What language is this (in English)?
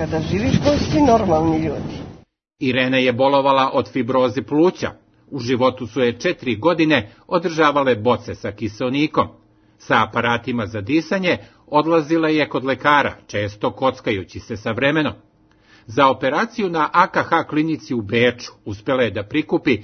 Serbian